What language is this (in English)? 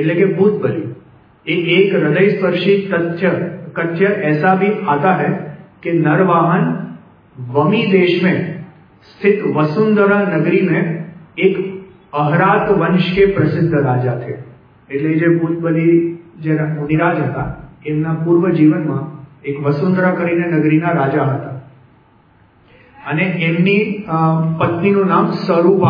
Gujarati